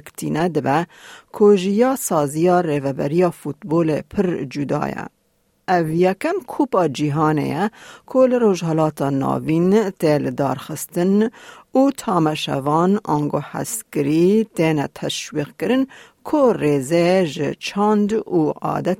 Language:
Kurdish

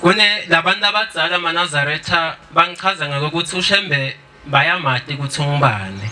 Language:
Zulu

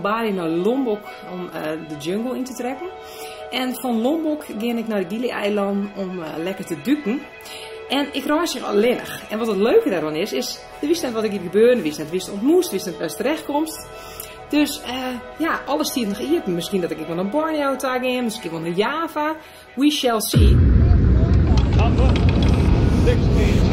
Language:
Western Frisian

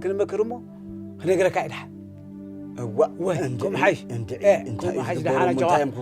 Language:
Tigrinya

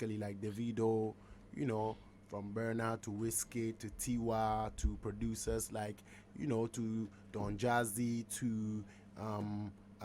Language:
Nigerian Pidgin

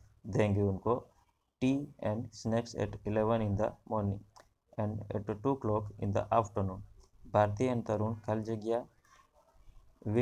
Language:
Hindi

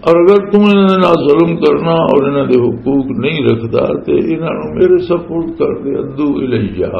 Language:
Western Panjabi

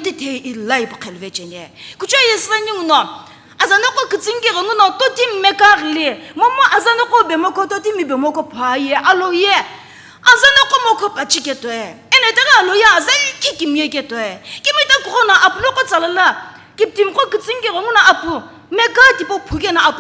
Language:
Sumi Naga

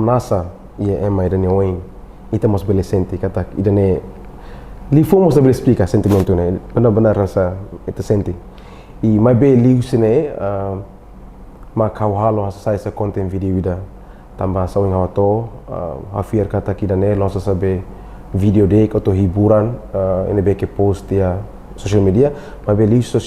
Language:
Tetum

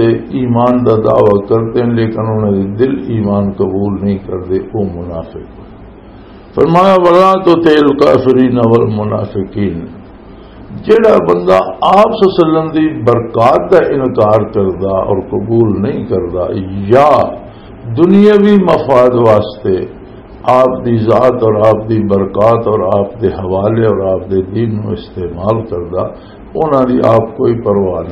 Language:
Western Panjabi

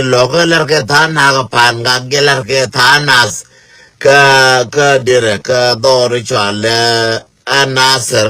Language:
Nuer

